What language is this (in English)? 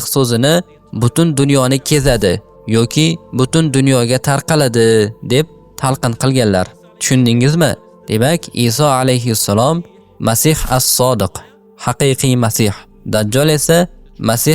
Uzbek